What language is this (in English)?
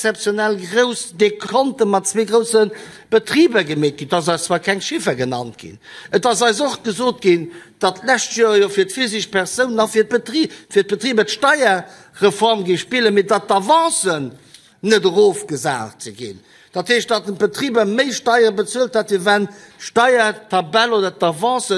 Luxembourgish